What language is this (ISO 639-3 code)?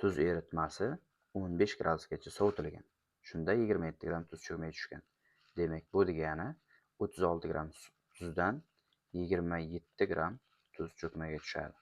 uzb